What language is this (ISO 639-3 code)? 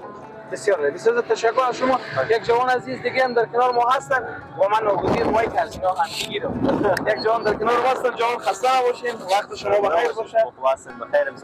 fas